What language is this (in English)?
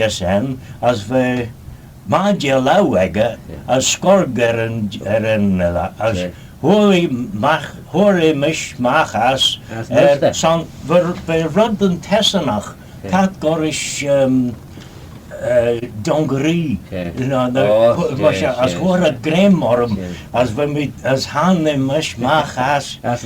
Manx